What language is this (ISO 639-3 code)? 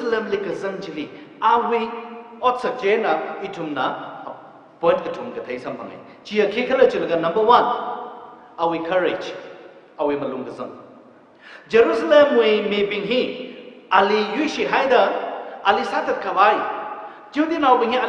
nmf